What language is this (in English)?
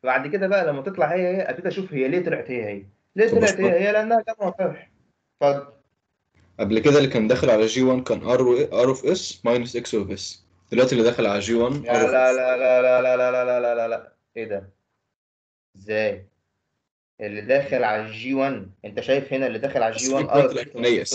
Egyptian Arabic